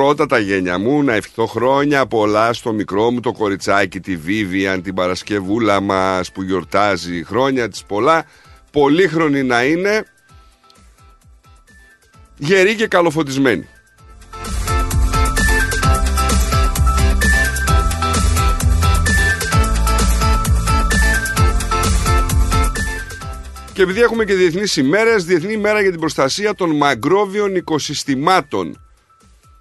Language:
Greek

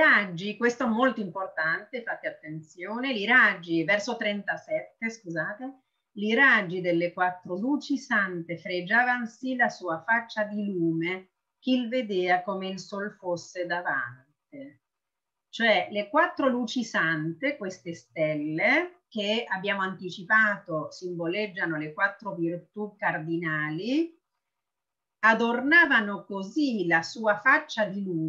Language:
Italian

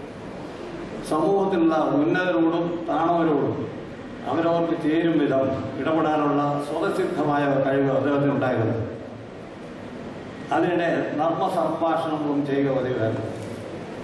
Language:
Malayalam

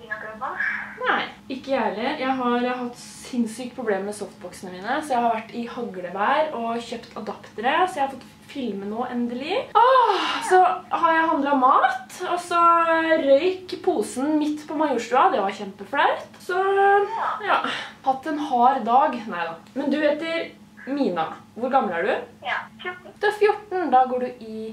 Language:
Norwegian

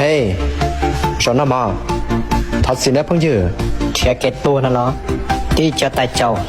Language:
Hmong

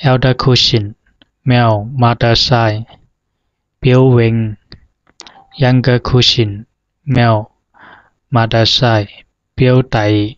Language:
Zhuang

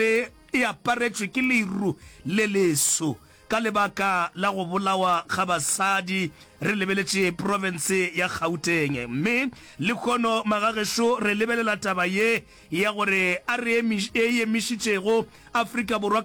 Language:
Northern Sotho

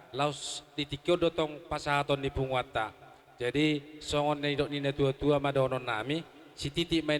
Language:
Batak Toba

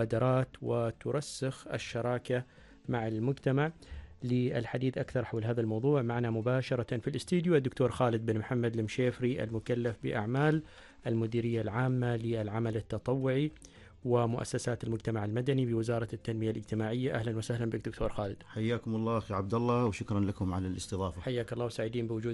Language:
Arabic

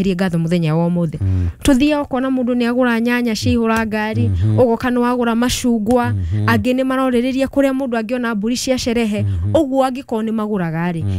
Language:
Kikuyu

